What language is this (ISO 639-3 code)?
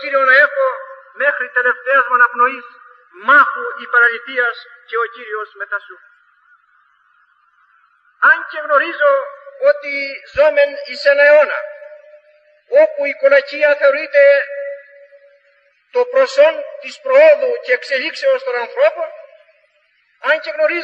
ell